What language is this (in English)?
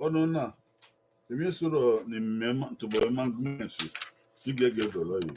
Bini